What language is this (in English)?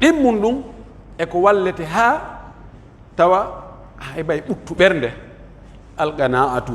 Pular